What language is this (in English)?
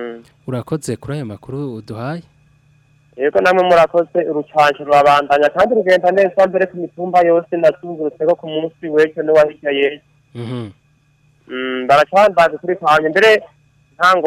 Rundi